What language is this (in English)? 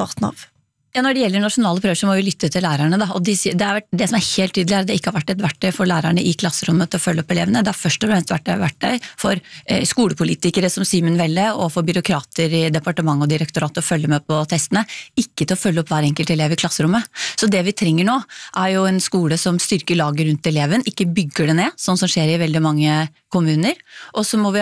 Norwegian